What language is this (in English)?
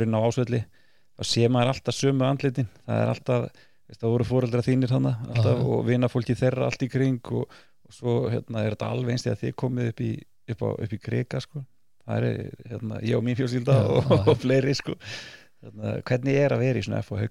Icelandic